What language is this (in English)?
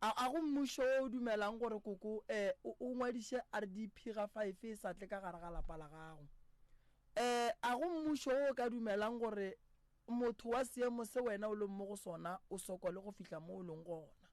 Northern Sotho